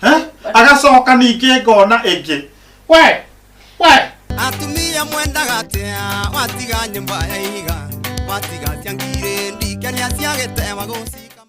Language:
Kikuyu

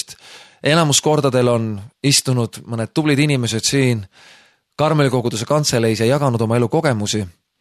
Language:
Estonian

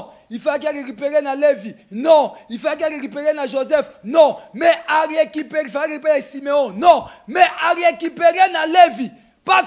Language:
Lingala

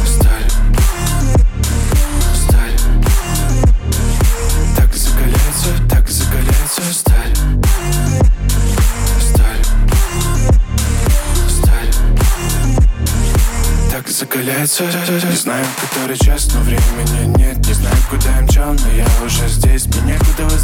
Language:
Russian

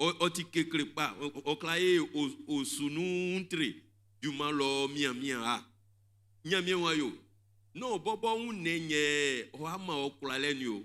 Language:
Baoulé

